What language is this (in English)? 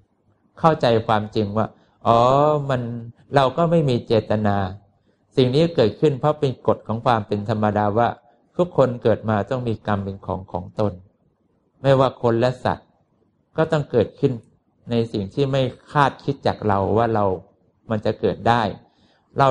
Thai